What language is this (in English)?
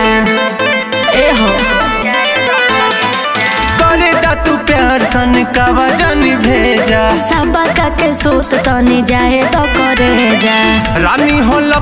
Bhojpuri